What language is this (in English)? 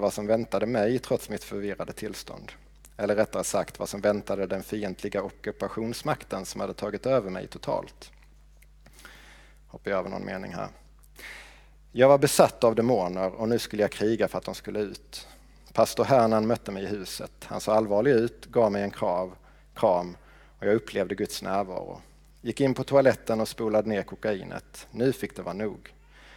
Swedish